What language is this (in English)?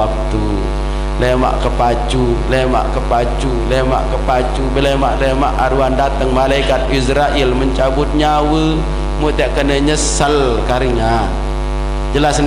Sasak